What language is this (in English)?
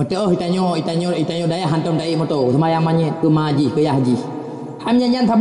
Achinese